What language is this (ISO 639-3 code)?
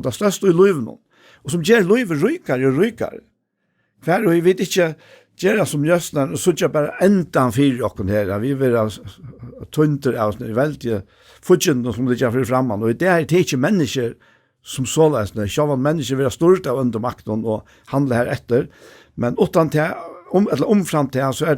fao